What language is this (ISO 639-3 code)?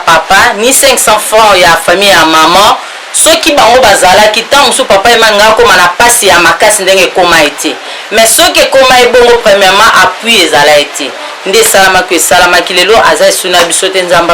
lin